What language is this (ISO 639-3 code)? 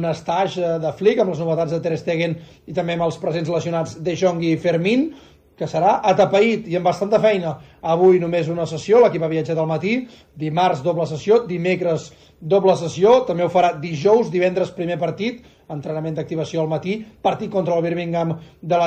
cat